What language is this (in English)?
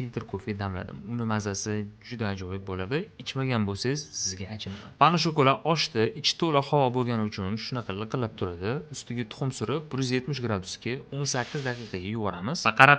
Uzbek